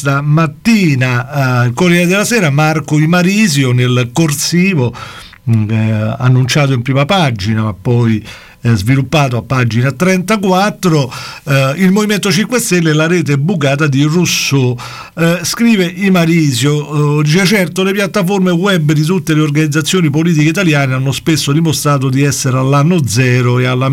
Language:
Italian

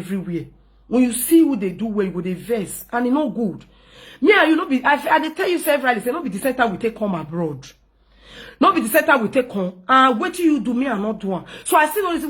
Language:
Nigerian Pidgin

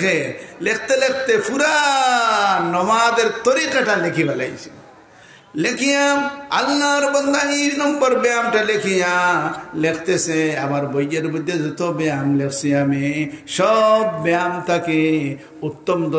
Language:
Sylheti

